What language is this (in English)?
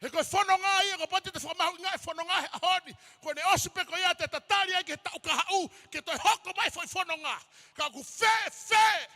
Tongan